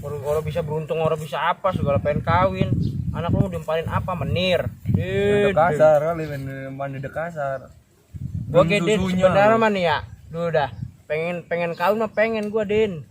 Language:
Betawi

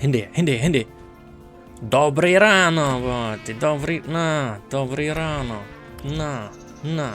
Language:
Rusyn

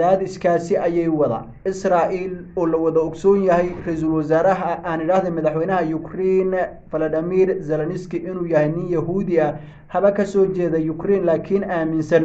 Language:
Somali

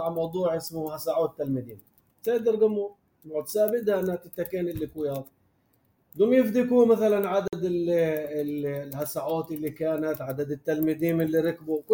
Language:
North Levantine Arabic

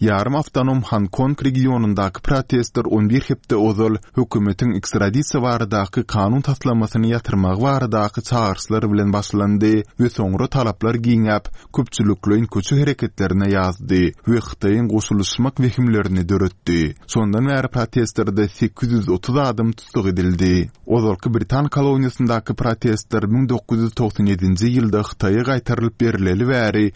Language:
Turkmen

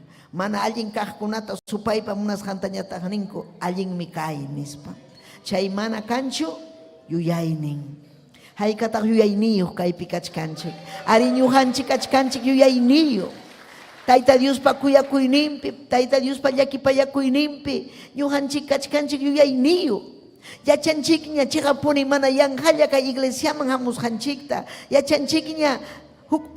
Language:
Ayacucho Quechua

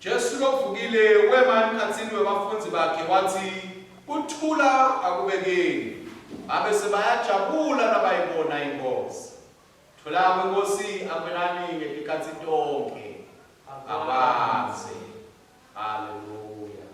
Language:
Swati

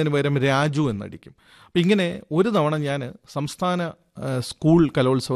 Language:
Malayalam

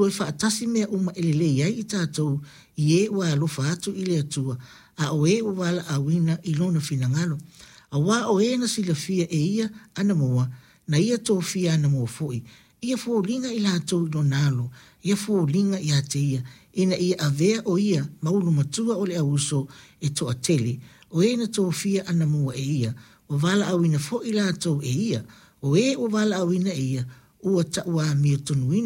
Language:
Samoan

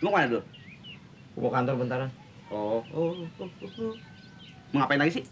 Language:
Betawi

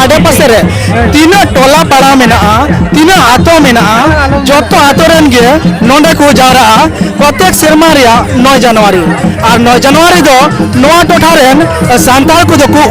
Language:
Santali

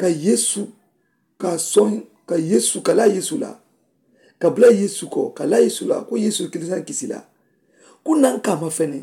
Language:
Mandingo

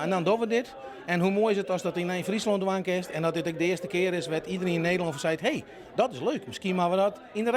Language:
Western Frisian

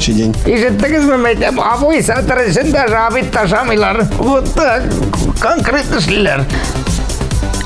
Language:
Tatar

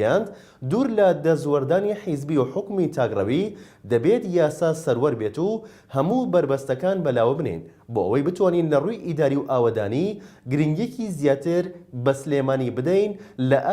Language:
Central Kurdish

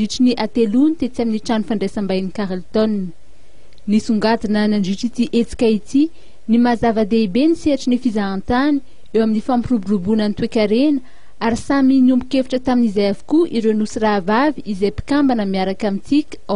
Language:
Malagasy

